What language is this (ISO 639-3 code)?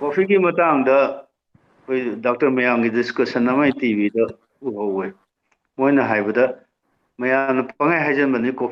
mni